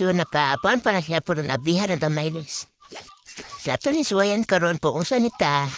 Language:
Cebuano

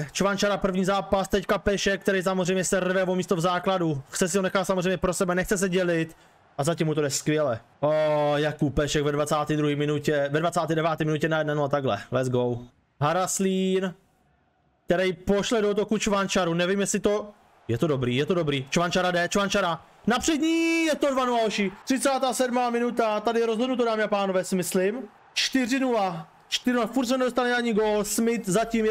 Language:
Czech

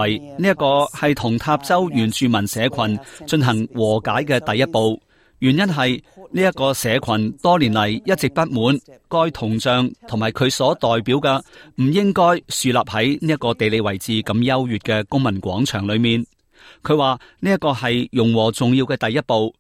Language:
Cantonese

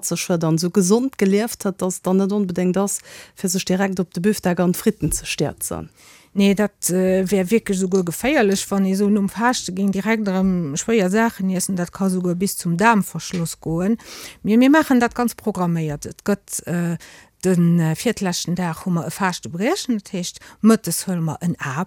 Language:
Luxembourgish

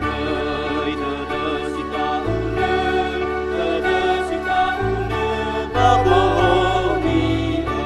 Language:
Nias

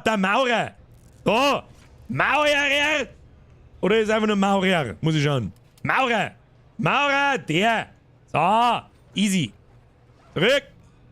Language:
Bavarian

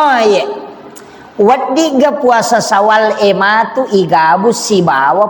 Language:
Buginese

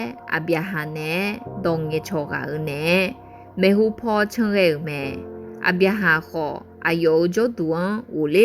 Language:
Akha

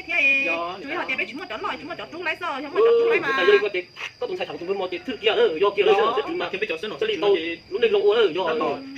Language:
Hmong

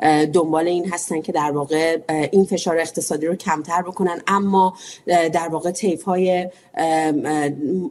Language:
Persian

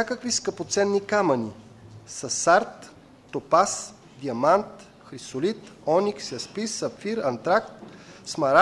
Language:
Bulgarian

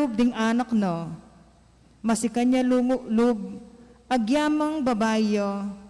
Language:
Pampanga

